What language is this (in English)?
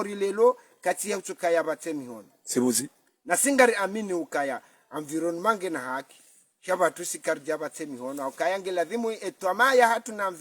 Ngazidja Comorian